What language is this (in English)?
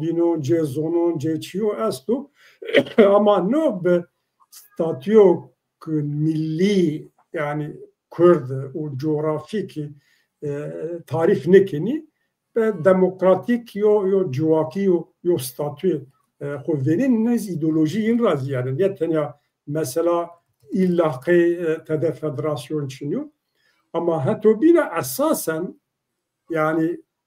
Zaza